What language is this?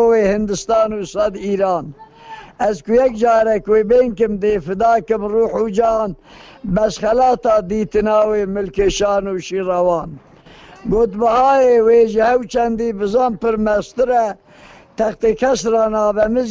Kurdish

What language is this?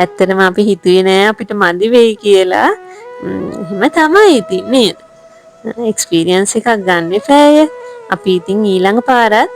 Sinhala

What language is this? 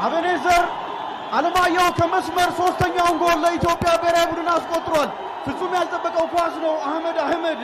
Amharic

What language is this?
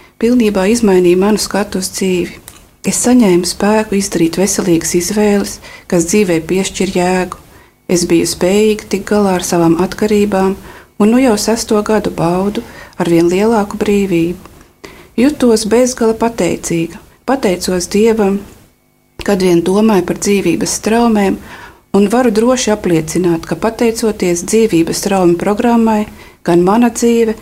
Latvian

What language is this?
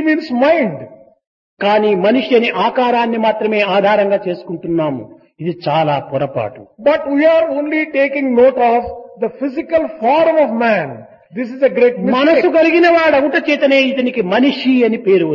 Telugu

